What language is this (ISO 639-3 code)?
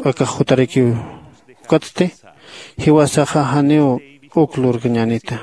aym